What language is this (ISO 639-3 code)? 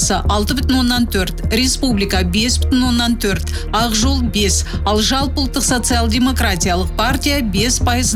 kaz